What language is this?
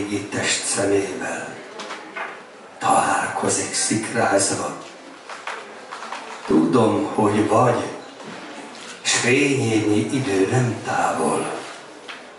Hungarian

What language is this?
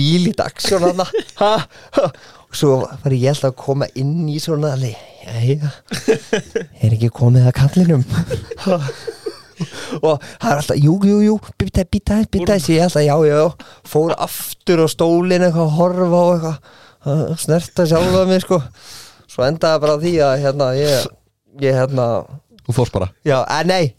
Icelandic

